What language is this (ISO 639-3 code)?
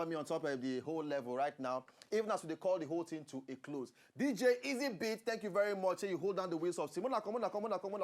pcm